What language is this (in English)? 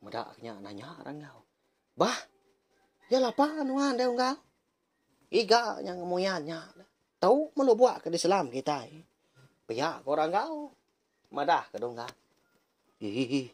Iban